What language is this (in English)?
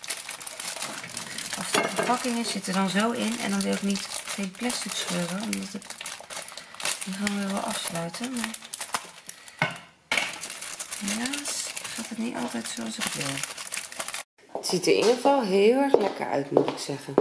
Dutch